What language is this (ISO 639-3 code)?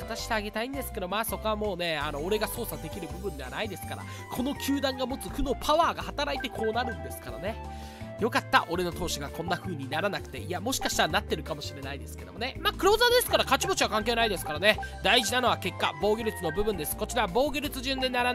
jpn